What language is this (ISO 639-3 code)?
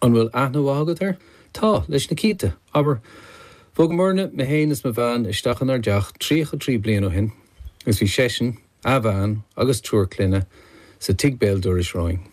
gle